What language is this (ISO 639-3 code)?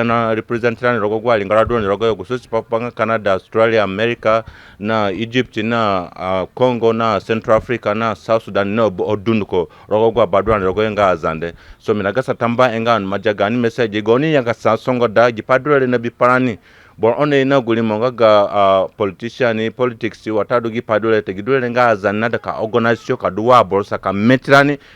zne